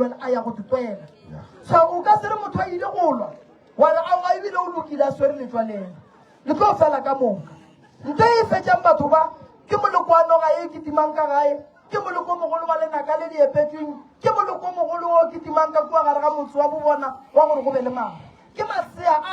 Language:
Northern Sotho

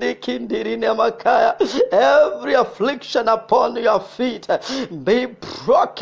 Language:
English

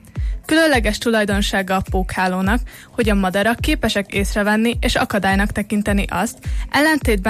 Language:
Hungarian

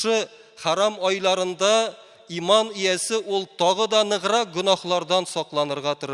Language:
Tatar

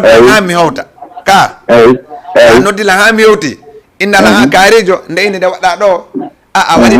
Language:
Fula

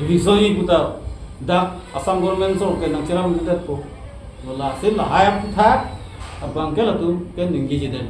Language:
Karbi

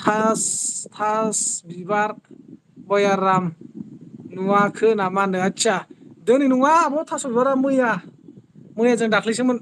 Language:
Bodo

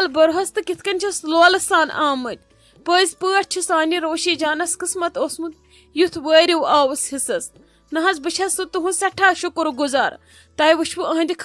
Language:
Kashmiri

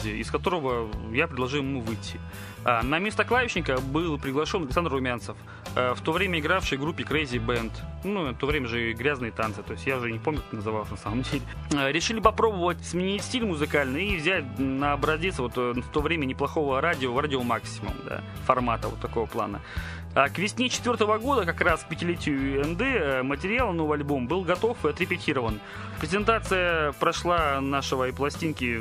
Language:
Russian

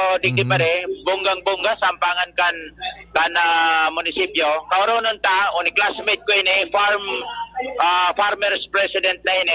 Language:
Bikol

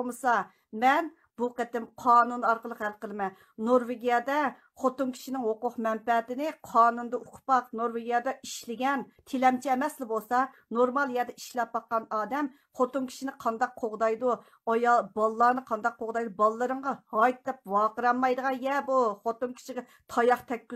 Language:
Uyghur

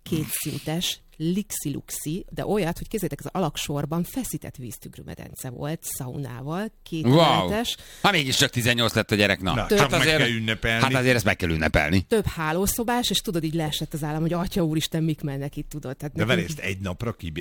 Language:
Hungarian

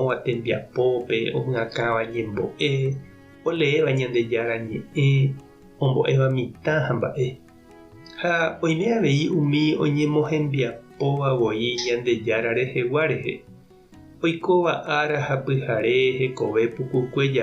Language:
Guarani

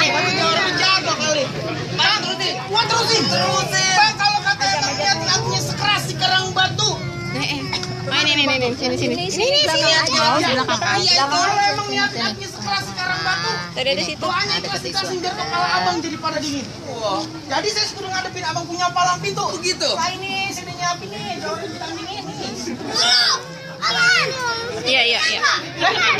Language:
Betawi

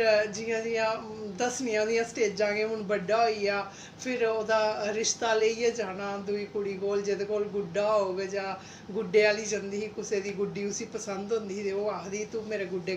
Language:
Dogri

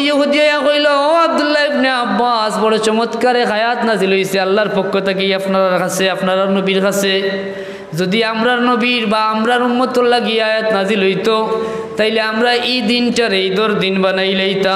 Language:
Sylheti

